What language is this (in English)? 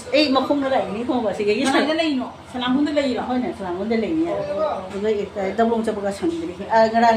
Manipuri